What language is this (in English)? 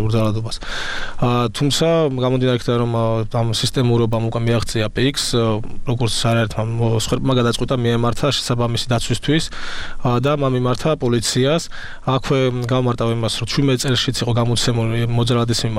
Georgian